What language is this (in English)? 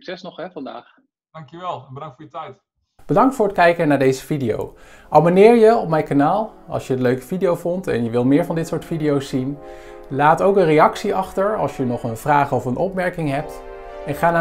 Dutch